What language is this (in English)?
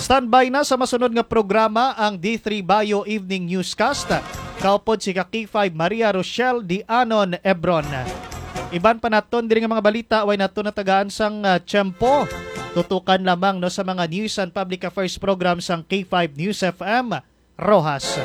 Hiligaynon